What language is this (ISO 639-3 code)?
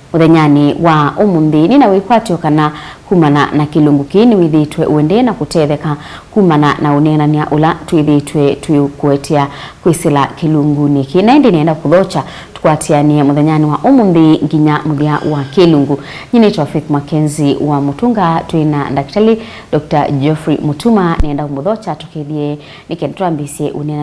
kam